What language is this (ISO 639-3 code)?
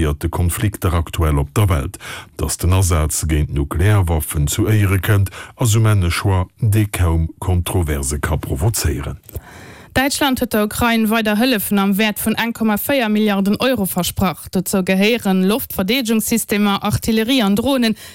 ltz